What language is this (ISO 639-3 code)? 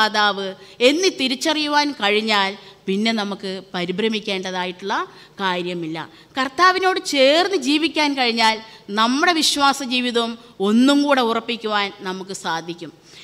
mal